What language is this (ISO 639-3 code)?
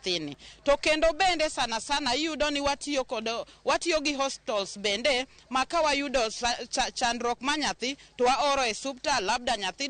luo